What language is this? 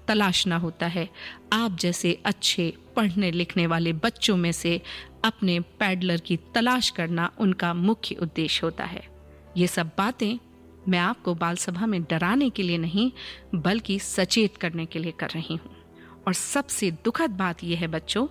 Hindi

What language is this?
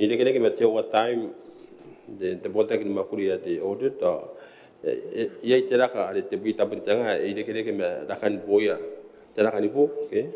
Gilbertese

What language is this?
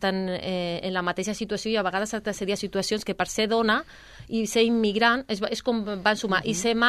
Catalan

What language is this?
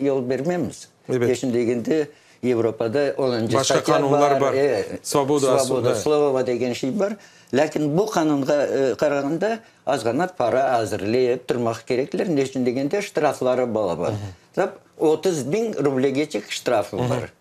Crimean Tatar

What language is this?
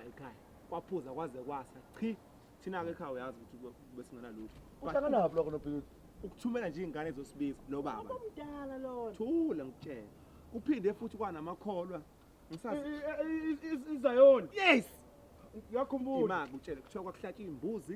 Zulu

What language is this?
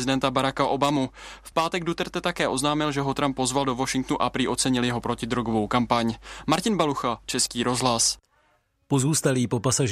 Czech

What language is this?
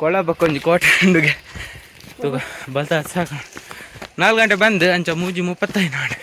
Tulu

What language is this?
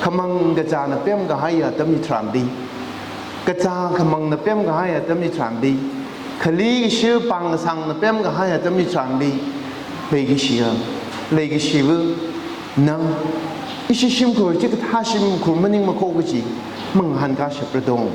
Tangkhul Naga (India)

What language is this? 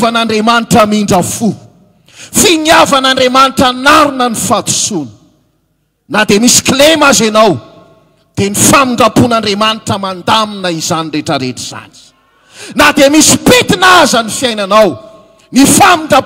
Malagasy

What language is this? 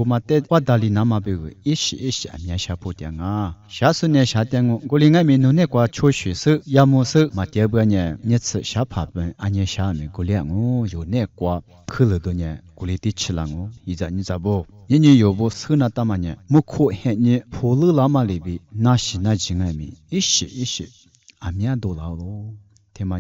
Lisu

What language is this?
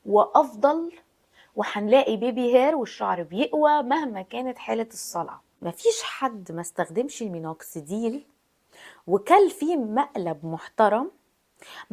Egyptian Arabic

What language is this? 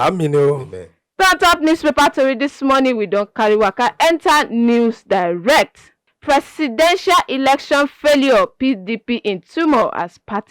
Nigerian Pidgin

